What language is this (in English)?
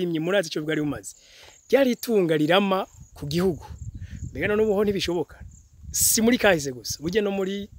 Rundi